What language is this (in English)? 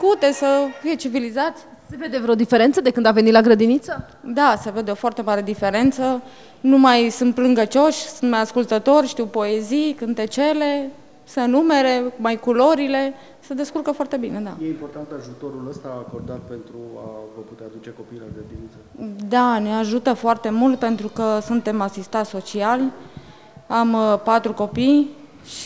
Romanian